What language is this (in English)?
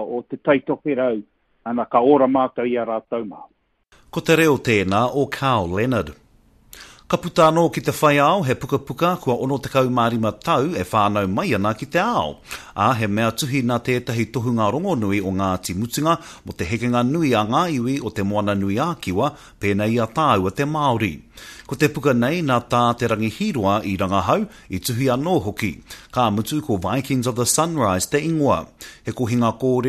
Māori